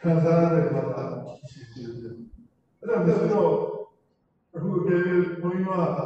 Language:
Burmese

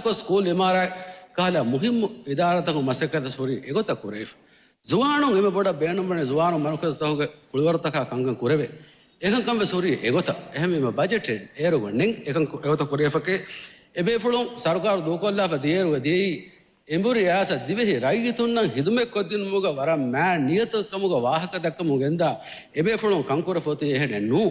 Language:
Divehi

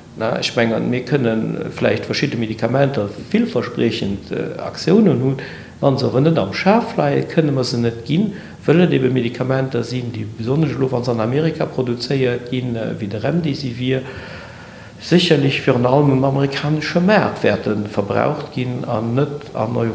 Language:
Luxembourgish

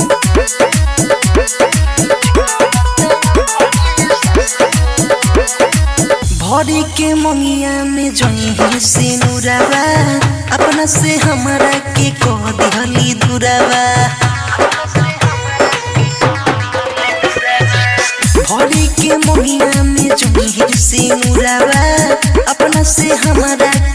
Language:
Bhojpuri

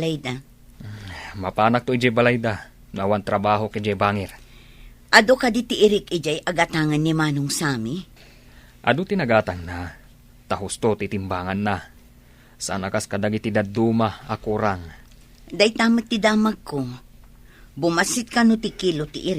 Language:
Iloko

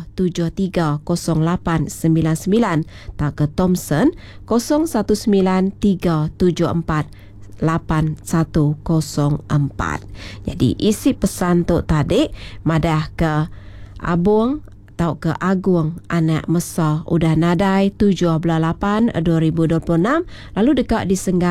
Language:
Iban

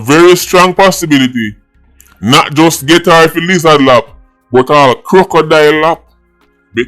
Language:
Jamaican Creole English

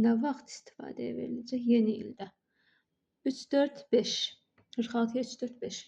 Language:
Azerbaijani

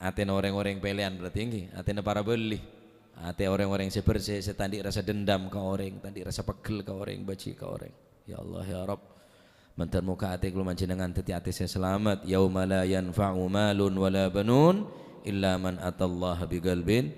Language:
Madurese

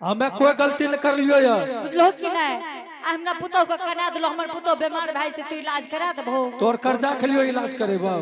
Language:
Angika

